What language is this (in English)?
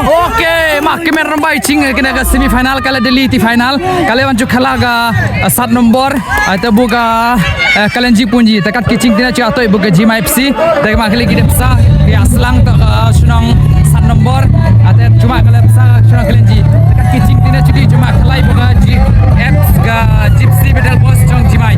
Khasi